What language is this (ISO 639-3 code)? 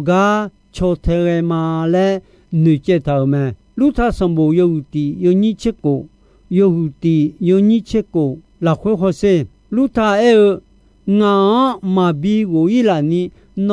ahk